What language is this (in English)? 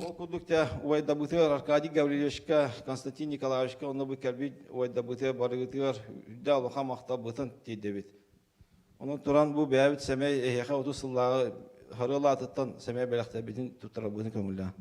Yakut